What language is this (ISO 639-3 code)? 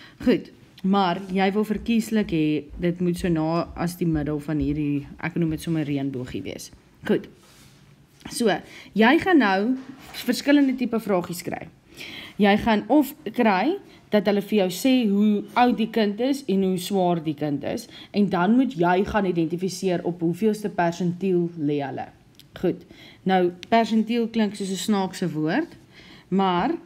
afr